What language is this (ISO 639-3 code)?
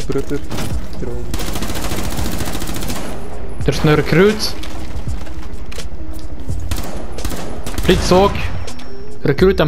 nld